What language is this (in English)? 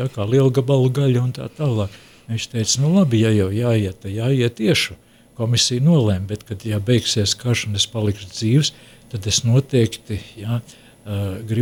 Latvian